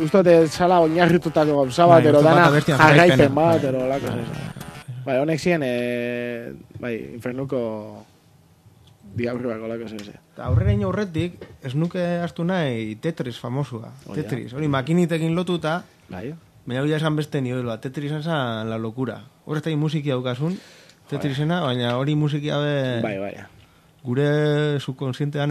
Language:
Basque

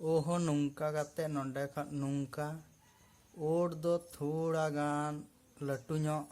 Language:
Santali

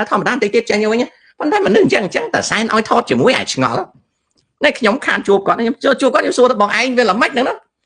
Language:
Khmer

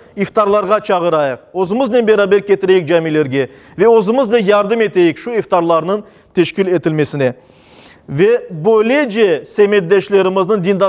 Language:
Crimean Tatar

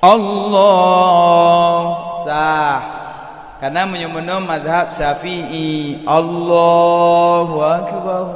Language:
Achinese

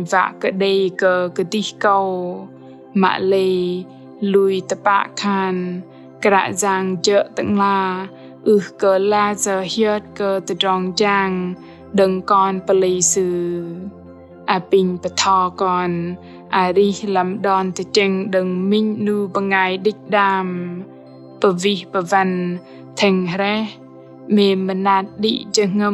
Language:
Bahnar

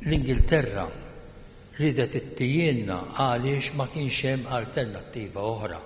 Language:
Maltese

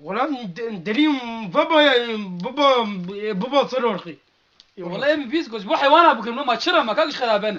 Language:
Kurdish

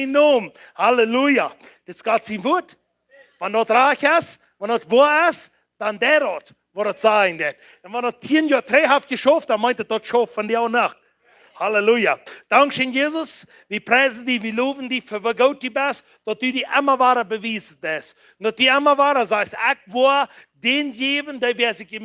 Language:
Plautdietsch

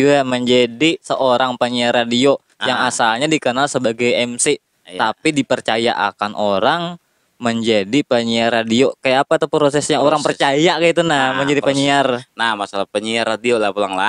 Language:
Banjar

